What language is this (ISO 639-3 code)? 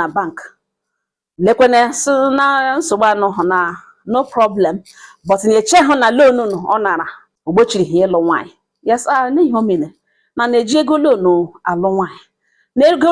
ibo